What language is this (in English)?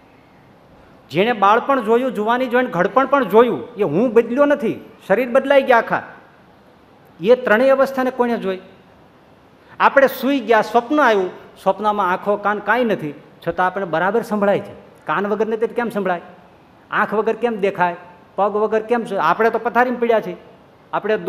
Gujarati